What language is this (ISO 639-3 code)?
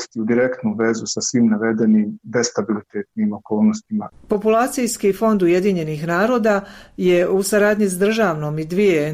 bos